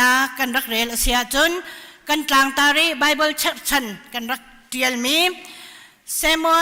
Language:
Hakha Chin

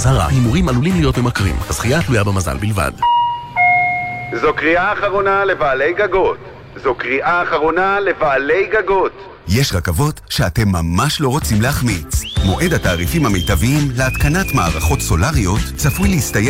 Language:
Hebrew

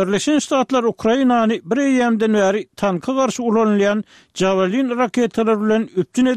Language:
Turkmen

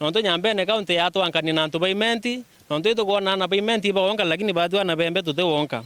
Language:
Meru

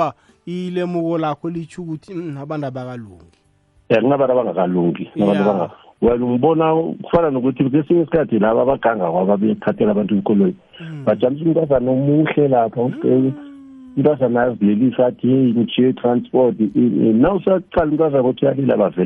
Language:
South Ndebele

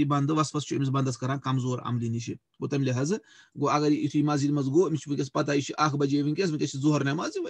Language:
Kashmiri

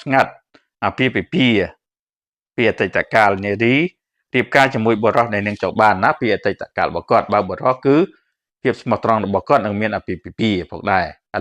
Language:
Khmer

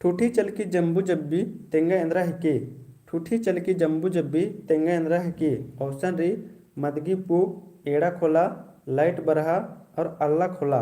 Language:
Kurukh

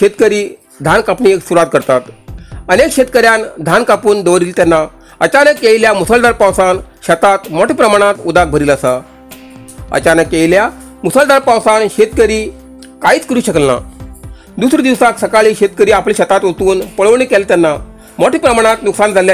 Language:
Konkani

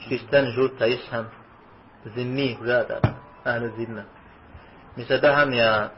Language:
Kabardian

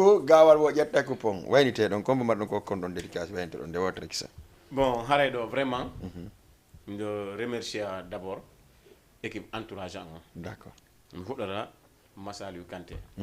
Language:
Fula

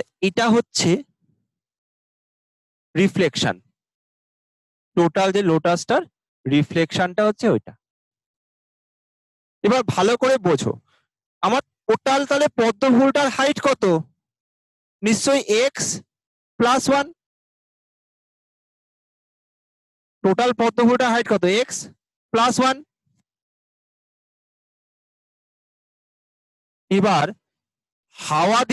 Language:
Bangla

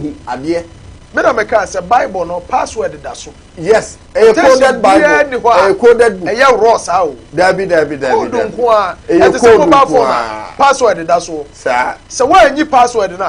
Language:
Akan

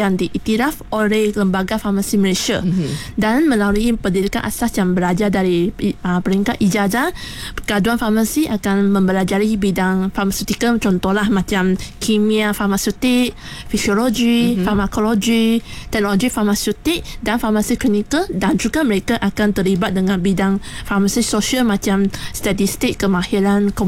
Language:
Malay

